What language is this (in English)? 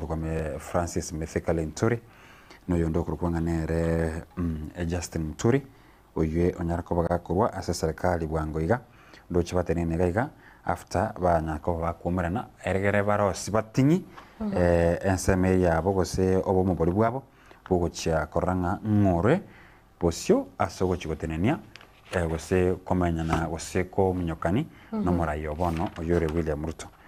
Gusii